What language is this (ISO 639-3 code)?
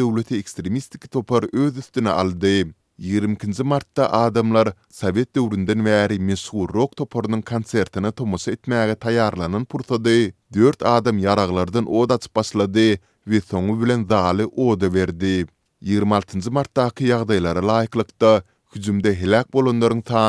tuk